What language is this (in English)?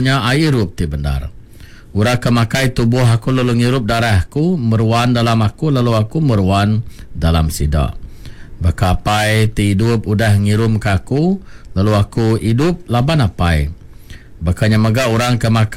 Iban